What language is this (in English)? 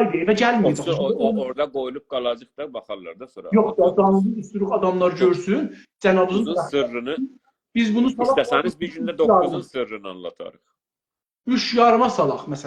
South Azerbaijani